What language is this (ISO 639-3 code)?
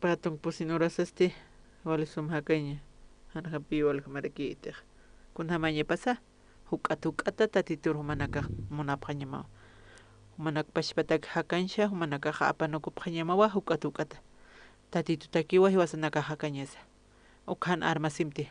aym